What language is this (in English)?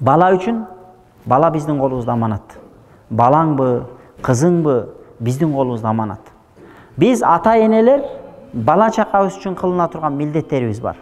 Kyrgyz